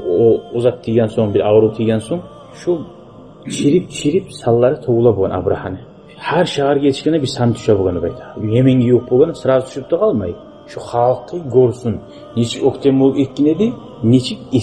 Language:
Kumyk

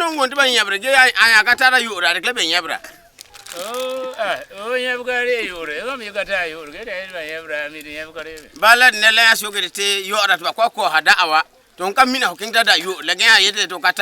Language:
Frafra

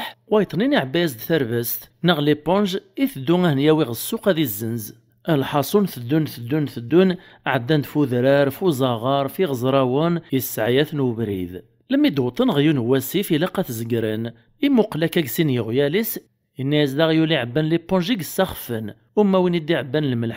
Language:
Kabyle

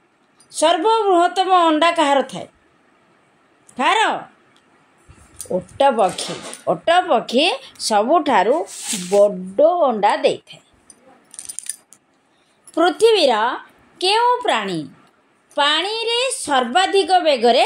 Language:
Odia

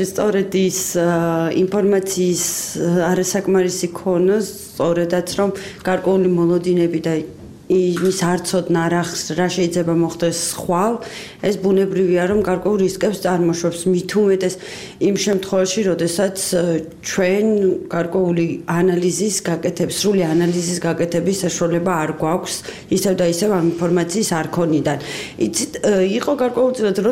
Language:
Georgian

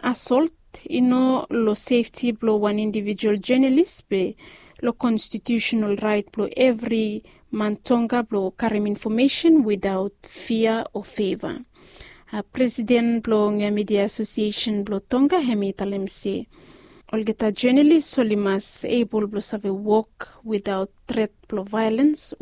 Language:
Bislama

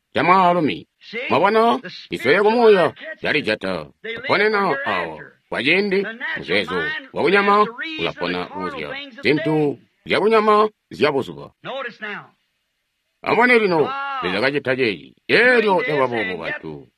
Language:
Tonga (Zambia)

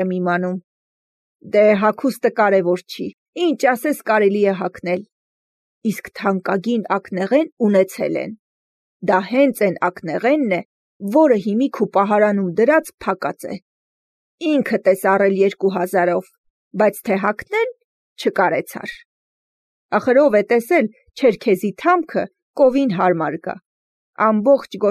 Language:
Armenian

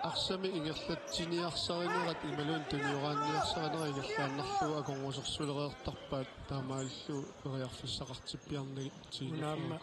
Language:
Kalaallisut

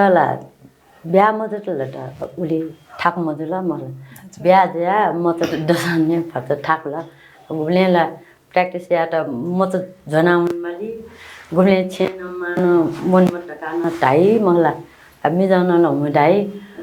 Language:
Newari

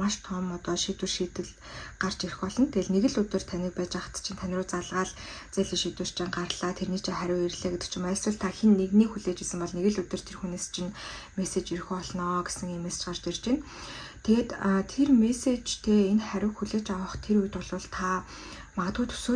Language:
Mongolian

